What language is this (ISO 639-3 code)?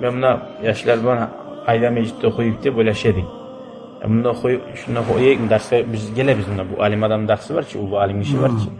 kum